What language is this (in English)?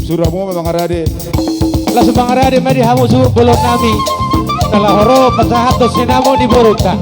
Batak Toba